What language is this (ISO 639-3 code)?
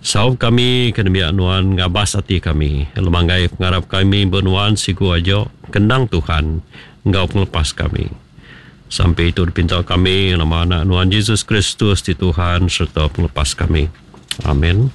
iba